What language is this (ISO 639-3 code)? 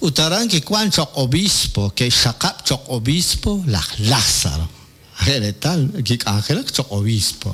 kek